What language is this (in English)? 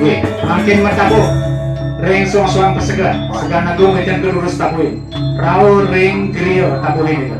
Balinese